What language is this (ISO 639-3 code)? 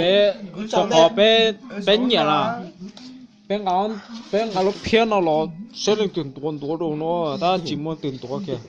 hmn